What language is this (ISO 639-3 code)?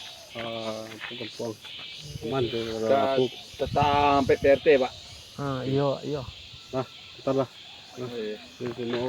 min